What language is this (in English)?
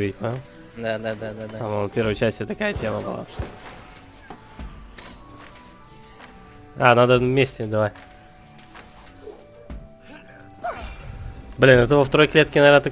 Russian